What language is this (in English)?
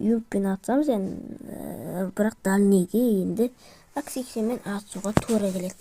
Kazakh